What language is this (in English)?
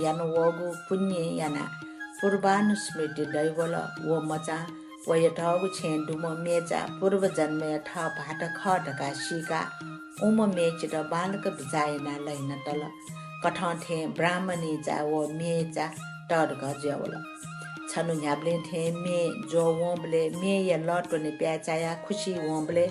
Newari